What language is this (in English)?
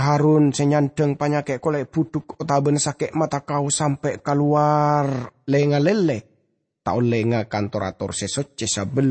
Madurese